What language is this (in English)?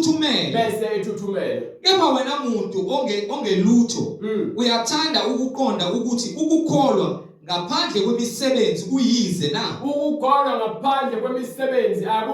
Zulu